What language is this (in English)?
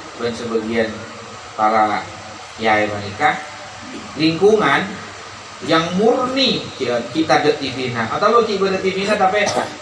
Madurese